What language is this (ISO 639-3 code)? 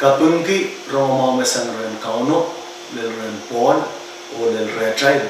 pon